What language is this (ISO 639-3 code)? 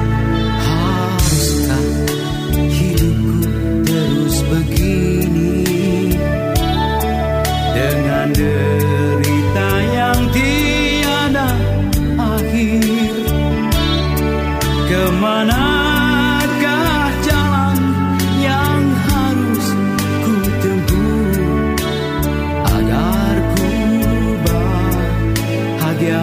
ind